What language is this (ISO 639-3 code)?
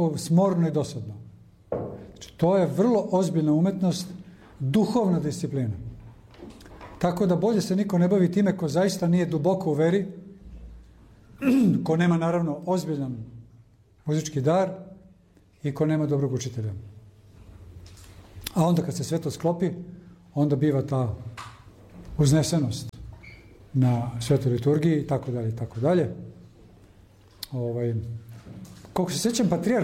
srp